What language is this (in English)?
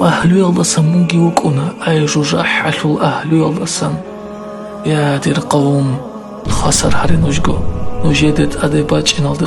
Avaric